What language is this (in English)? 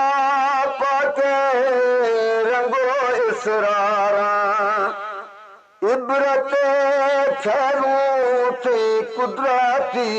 Eastern Balochi